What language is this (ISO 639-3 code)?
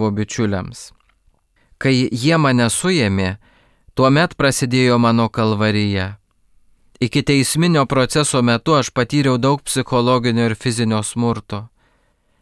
lit